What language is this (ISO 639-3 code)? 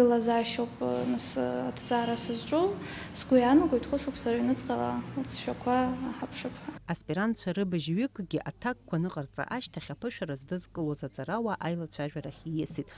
abk